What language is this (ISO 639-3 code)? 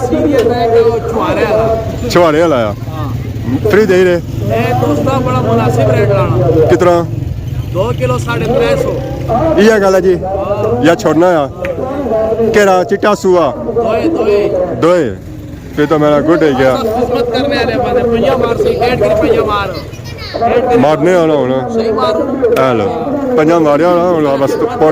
phr